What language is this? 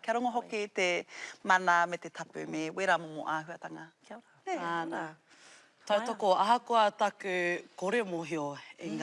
Māori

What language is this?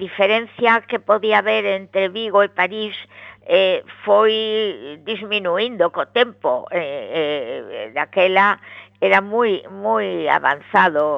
Galician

